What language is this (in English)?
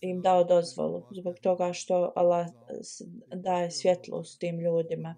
Bosnian